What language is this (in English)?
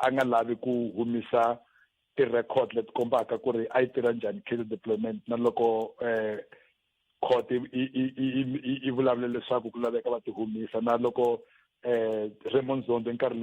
Tsonga